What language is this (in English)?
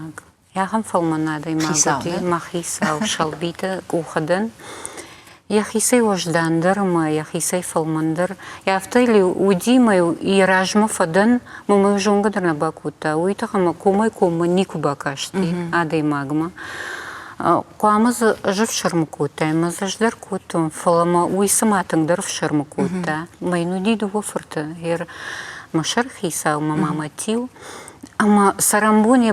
Ossetic